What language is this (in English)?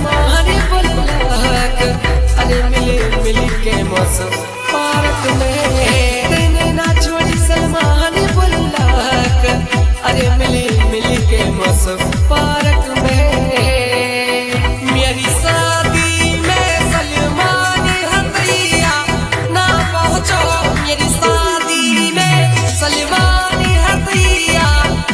Bhojpuri